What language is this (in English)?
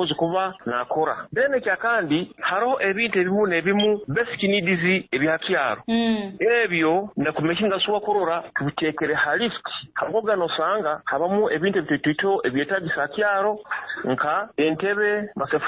Nyoro